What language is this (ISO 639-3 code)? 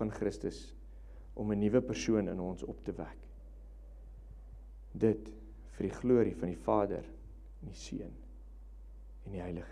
afr